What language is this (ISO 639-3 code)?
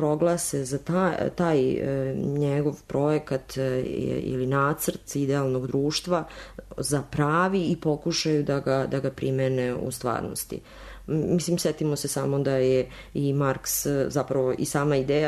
srp